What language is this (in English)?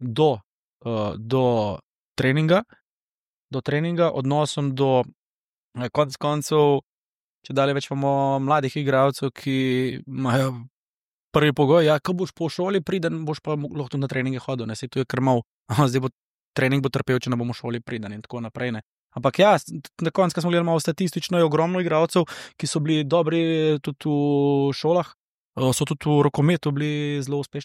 Slovenian